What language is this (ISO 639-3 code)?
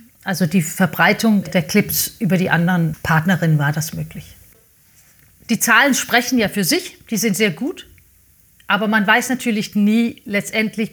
deu